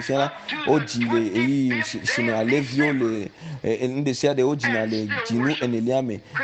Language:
Ewe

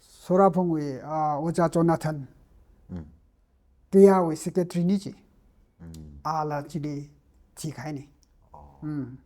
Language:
Tangkhul Naga (India)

